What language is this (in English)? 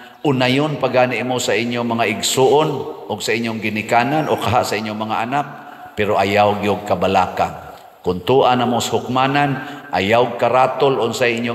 Cebuano